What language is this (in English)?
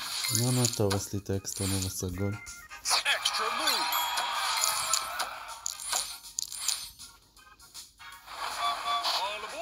Hebrew